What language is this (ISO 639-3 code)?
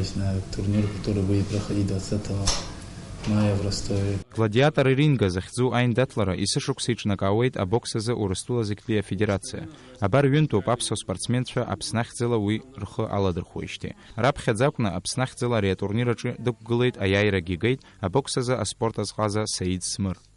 abk